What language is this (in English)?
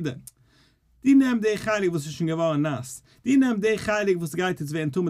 Yiddish